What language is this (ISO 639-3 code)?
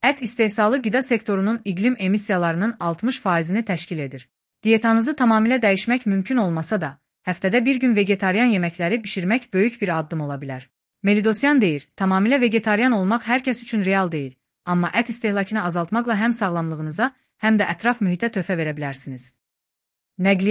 aze